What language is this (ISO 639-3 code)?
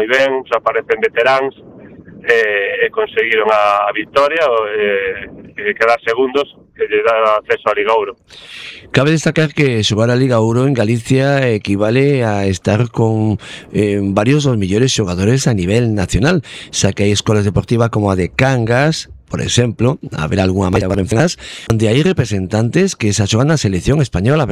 glg